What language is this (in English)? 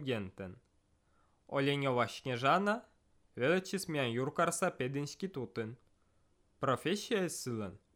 Estonian